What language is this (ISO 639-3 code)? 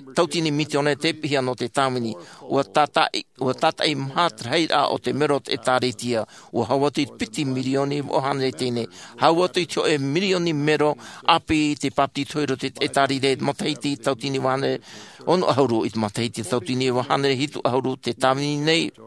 tah